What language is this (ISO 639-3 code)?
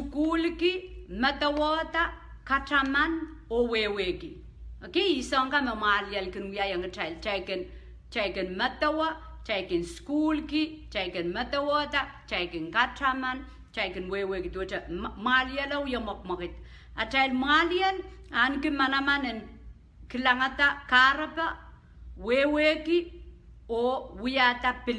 pon